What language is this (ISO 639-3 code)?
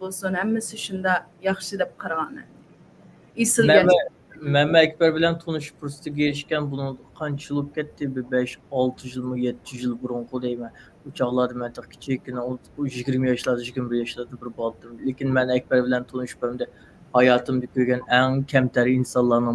uig